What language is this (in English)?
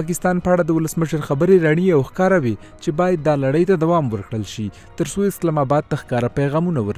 Pashto